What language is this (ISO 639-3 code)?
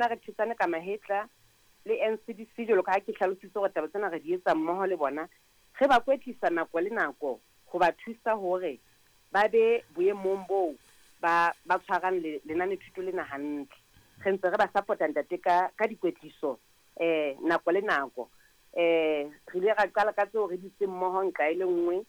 sot